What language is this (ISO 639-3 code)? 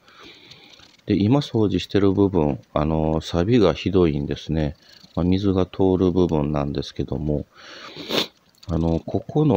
jpn